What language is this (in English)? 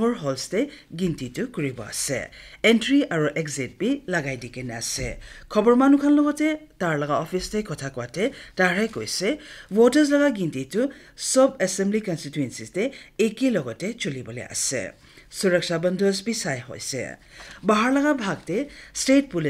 Naga Pidgin